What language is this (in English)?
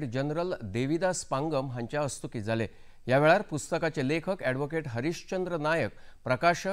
Konkani